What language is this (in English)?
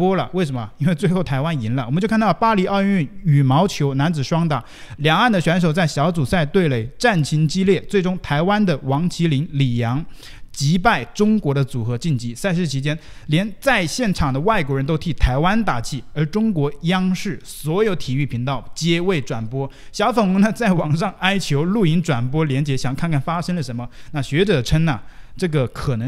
Chinese